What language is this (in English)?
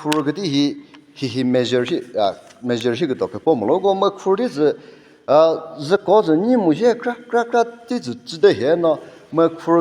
Chokri Naga